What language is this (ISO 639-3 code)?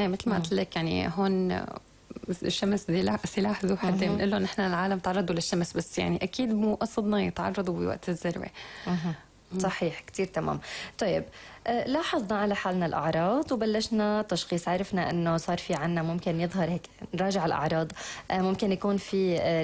apc